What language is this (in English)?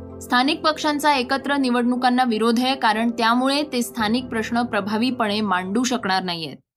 Marathi